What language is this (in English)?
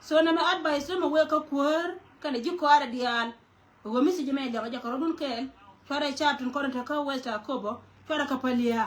Nuer